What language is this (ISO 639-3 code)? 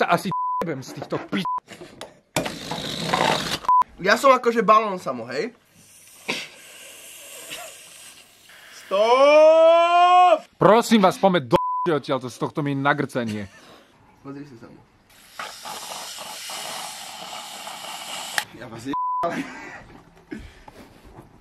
slk